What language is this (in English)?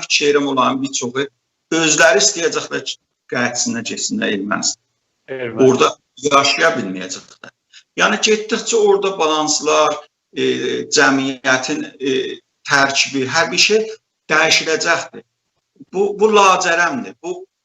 South Azerbaijani